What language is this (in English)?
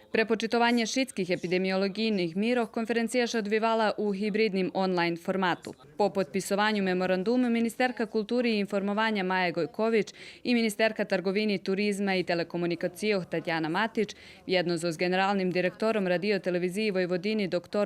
Rusyn